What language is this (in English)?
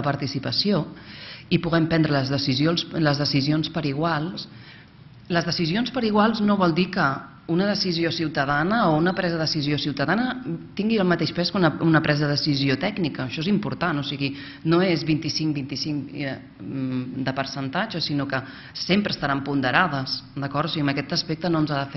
Catalan